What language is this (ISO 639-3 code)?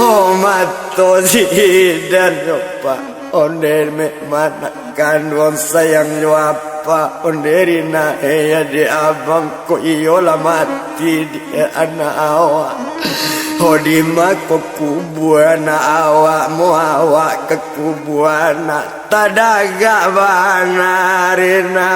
min